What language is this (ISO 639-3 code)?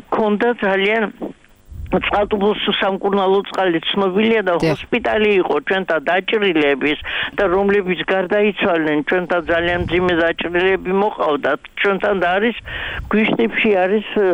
kat